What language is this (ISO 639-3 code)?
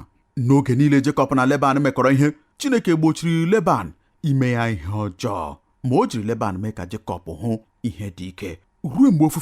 ibo